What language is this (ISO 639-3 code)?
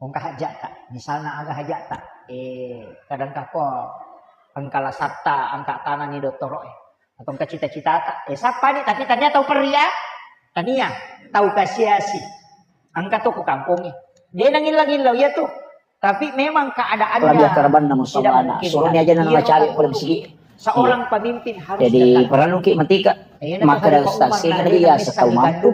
bug